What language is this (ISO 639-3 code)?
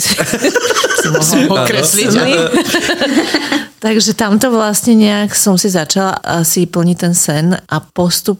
slk